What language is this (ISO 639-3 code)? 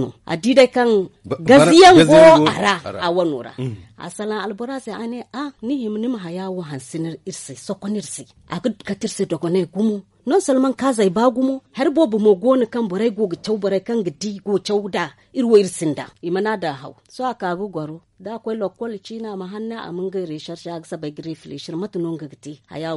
dje